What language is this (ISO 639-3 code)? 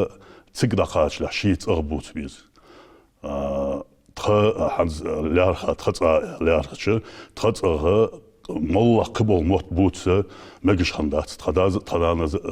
inh